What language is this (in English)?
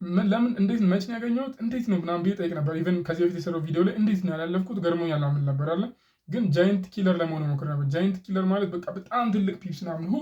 Amharic